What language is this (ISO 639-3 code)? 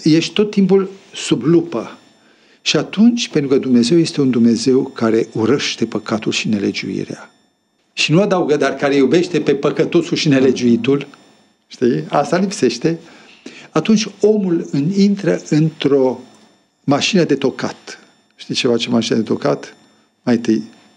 ron